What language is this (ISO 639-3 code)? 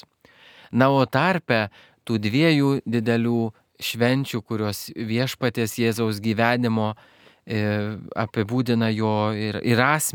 lit